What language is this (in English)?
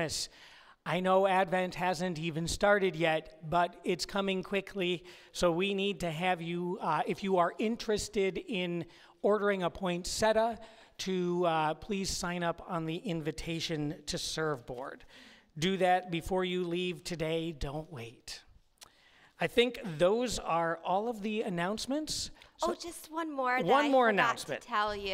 English